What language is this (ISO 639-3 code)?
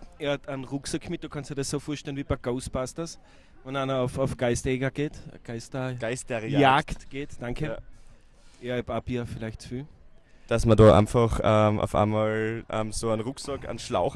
bar